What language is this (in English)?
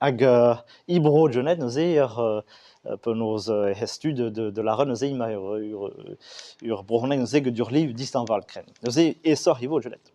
Breton